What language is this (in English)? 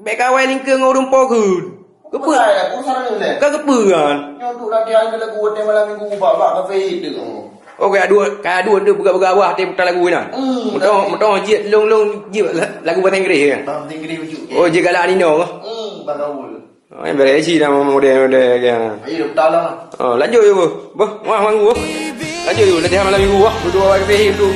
Achinese